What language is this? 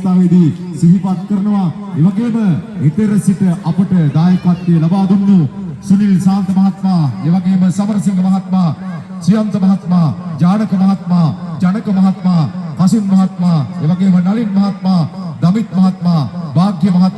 Sinhala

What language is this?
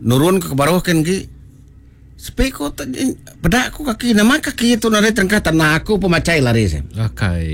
Iban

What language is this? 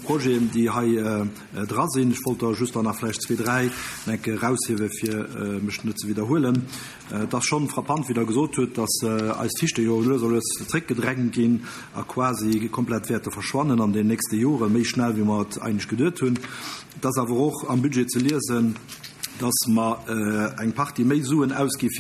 Luxembourgish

